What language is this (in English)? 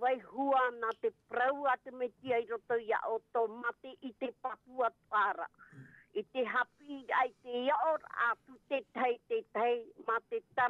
Tahitian